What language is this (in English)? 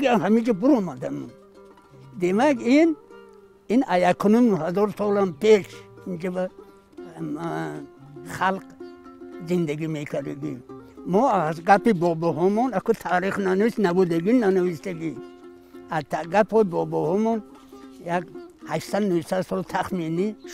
Tajik